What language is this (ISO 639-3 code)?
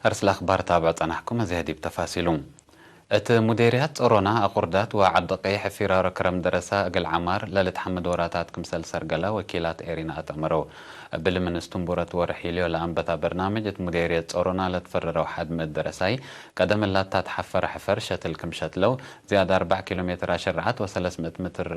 tig